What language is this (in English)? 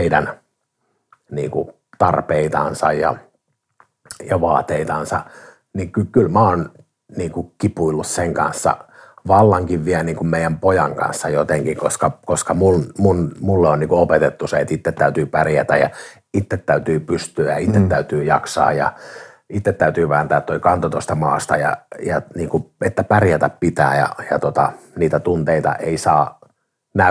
Finnish